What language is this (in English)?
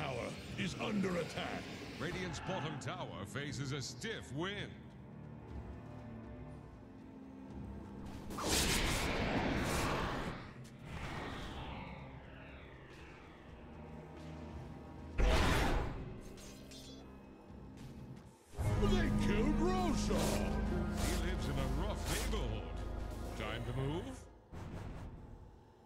English